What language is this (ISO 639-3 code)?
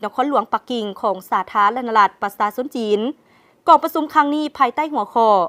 lao